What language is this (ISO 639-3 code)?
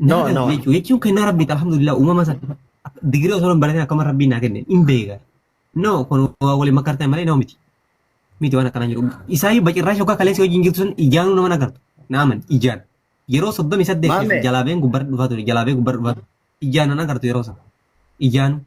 orm